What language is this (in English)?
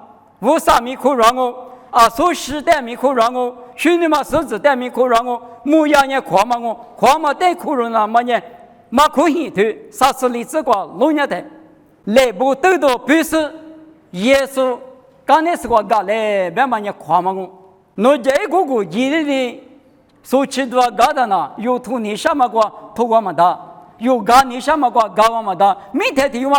Lisu